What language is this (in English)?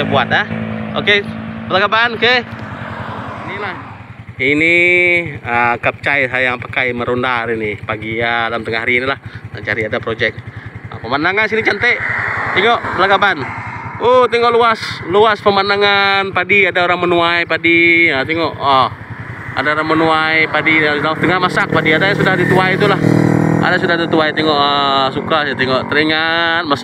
Malay